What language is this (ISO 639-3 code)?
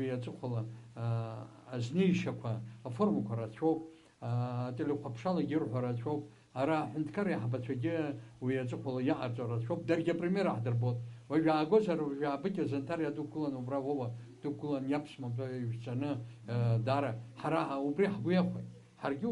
abk